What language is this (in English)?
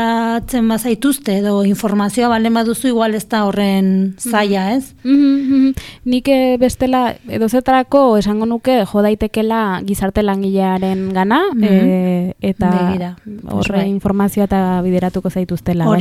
Basque